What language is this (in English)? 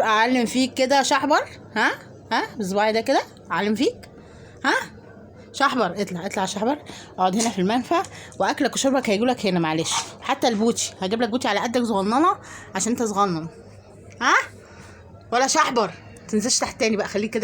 Egyptian Arabic